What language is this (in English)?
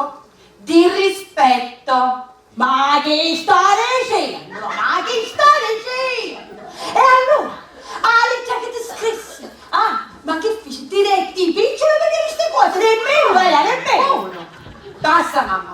Sicilian